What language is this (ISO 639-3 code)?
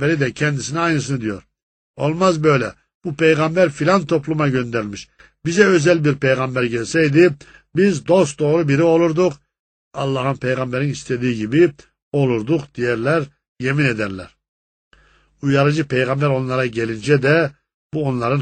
tur